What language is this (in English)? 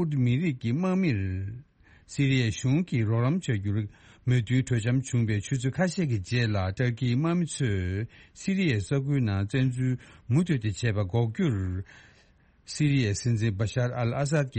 Tibetan